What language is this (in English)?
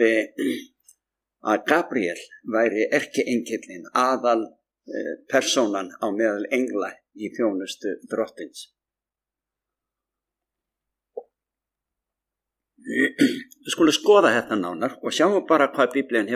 Icelandic